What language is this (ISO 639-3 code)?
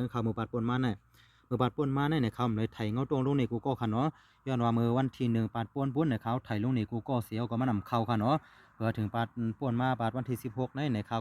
shn